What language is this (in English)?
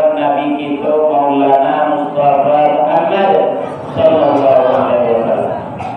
Minangkabau